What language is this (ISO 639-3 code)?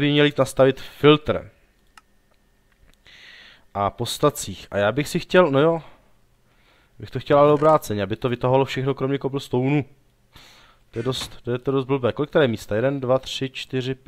ces